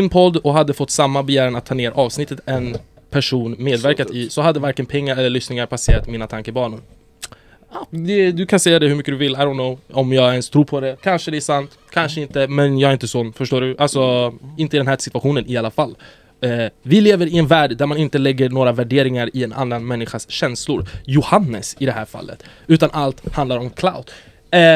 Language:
Swedish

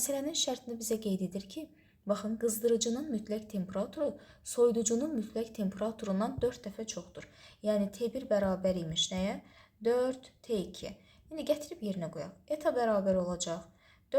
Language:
Azerbaijani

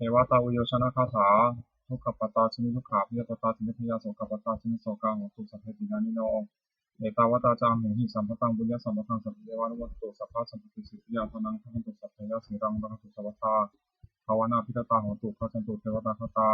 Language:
Pali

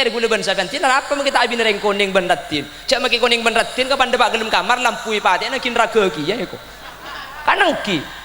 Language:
Madurese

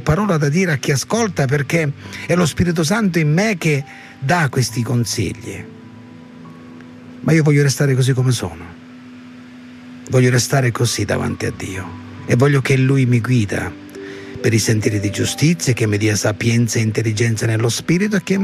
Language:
Italian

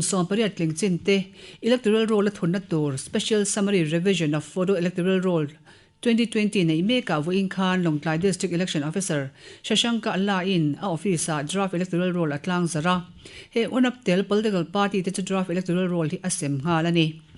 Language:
Mizo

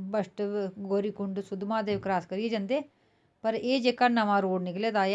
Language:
Dogri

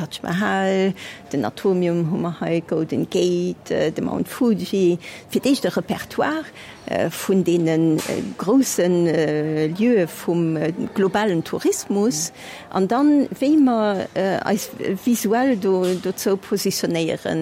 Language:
Luxembourgish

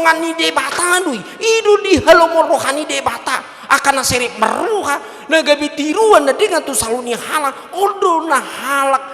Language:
Batak Toba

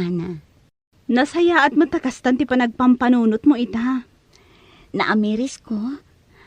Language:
Iloko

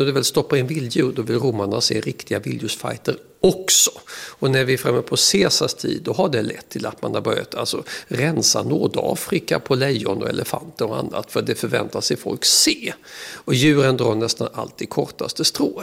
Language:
Swedish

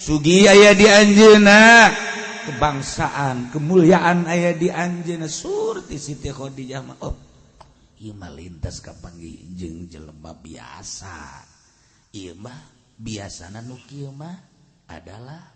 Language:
Sundanese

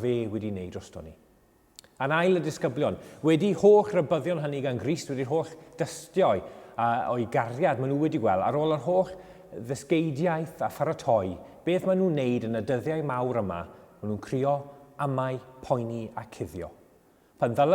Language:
Welsh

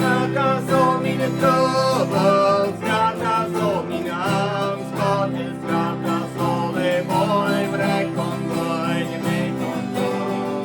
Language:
Plautdietsch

